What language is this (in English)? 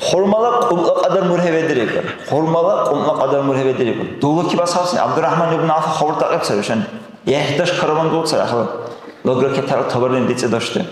Dargwa